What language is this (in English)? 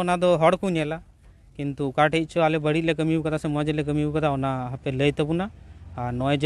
Santali